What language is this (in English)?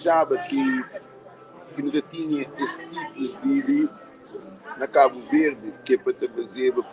Kabuverdianu